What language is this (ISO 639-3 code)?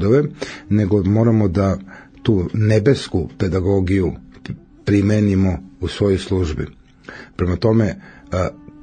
srp